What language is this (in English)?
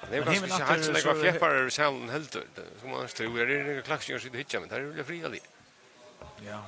Faroese